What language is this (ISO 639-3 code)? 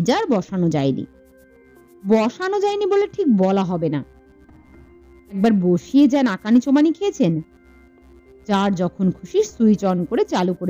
ben